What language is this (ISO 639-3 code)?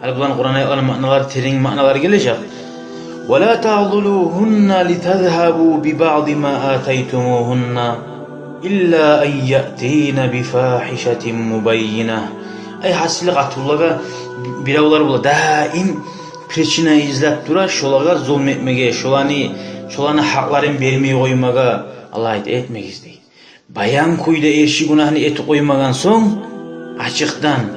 kum